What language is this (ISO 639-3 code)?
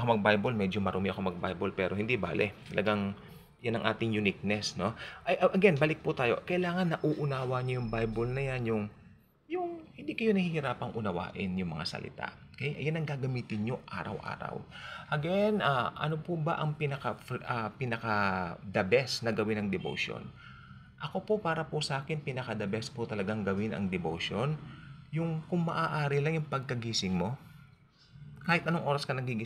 fil